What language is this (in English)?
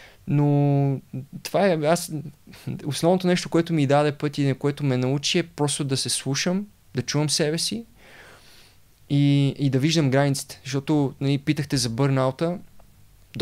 Bulgarian